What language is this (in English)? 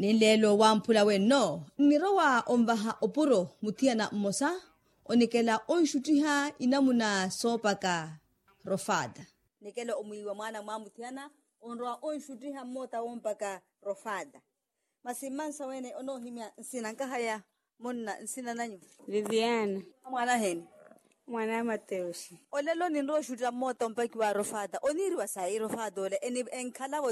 Makhuwa